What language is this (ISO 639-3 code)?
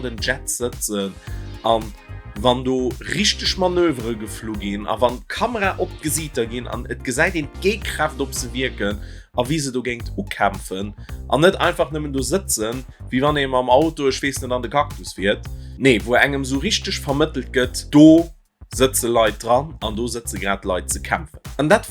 ltz